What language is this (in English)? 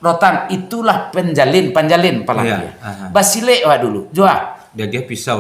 Minangkabau